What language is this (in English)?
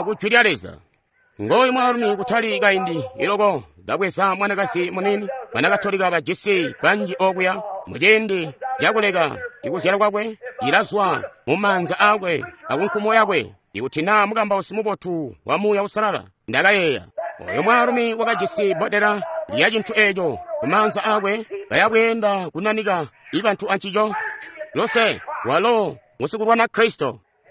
Tonga (Zambia)